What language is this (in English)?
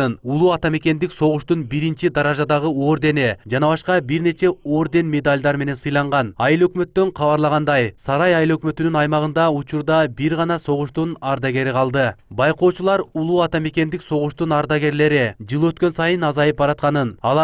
Kyrgyz